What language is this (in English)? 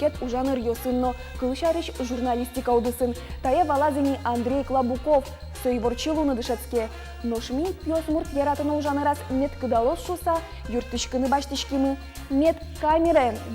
Udmurt